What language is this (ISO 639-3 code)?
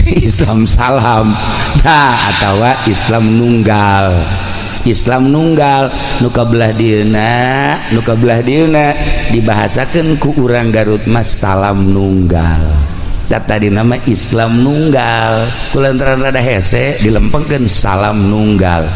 sun